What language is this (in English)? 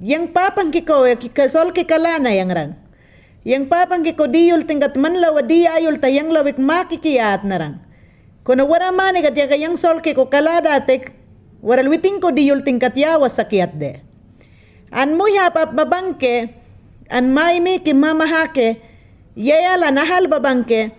Mayangna